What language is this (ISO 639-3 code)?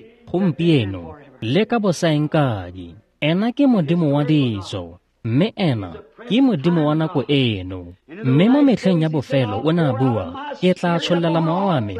tsn